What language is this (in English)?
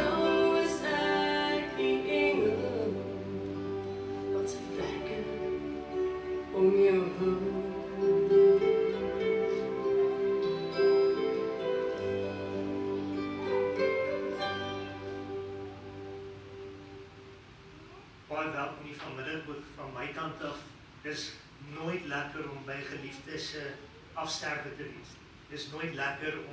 Afrikaans